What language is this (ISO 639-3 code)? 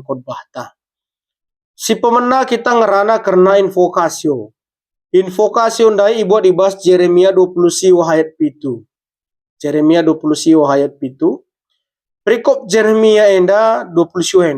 btx